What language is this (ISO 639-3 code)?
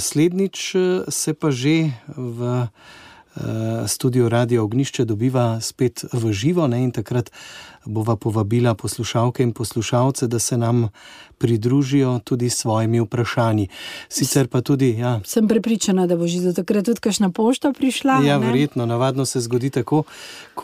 slv